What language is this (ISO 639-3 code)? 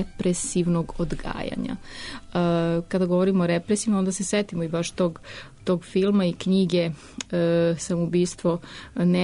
srp